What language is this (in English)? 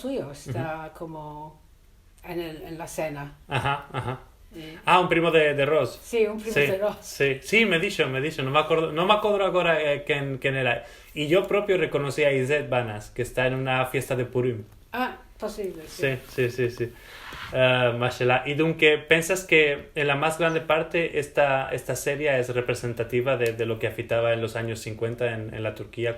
Ladino